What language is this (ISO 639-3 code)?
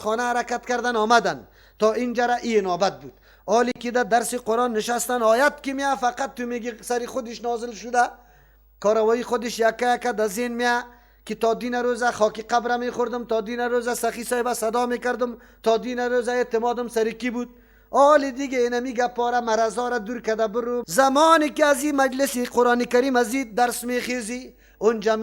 fas